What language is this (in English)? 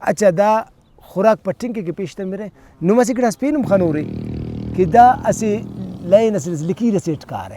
Brahui